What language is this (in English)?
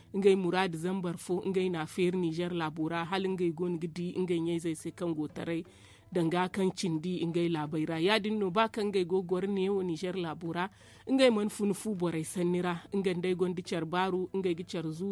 Zarma